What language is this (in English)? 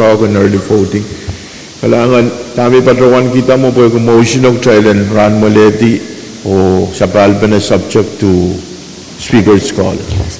Pohnpeian